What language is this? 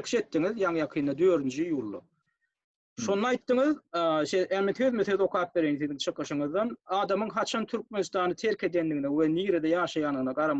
Turkmen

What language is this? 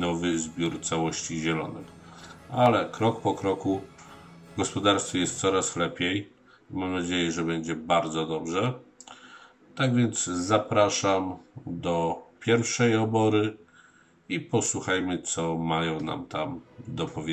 Polish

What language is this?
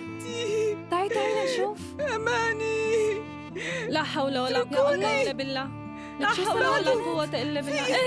North Levantine Arabic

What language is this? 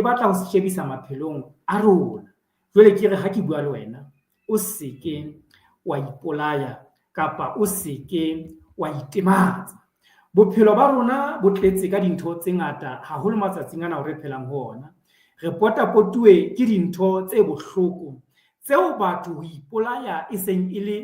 Southern Sotho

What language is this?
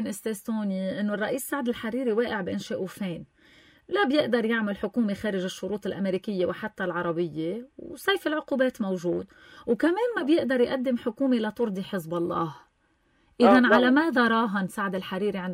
North Levantine Arabic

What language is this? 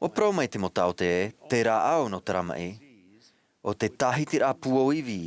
Tahitian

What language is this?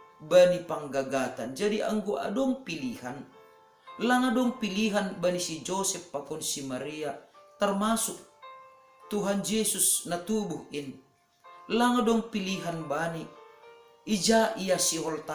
Batak Simalungun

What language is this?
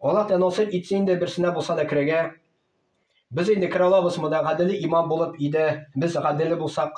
Tatar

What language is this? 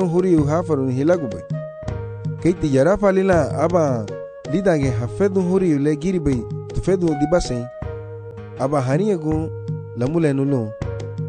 Garifuna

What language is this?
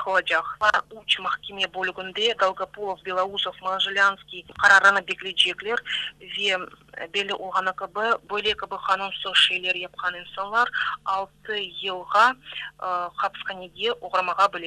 Crimean Tatar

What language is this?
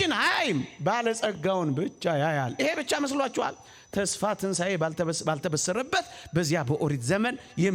Amharic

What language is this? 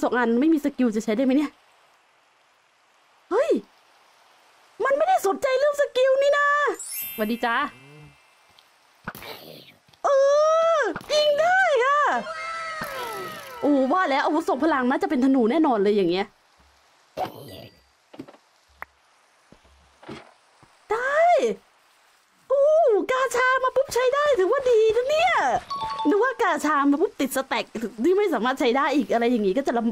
Thai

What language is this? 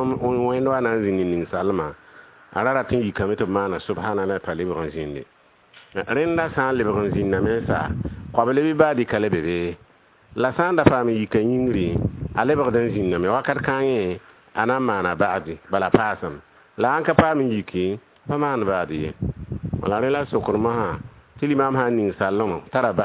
Mossi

